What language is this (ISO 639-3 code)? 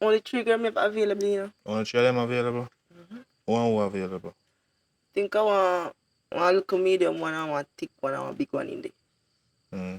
jam